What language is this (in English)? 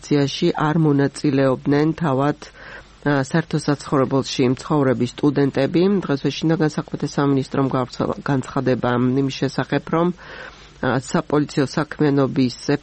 Georgian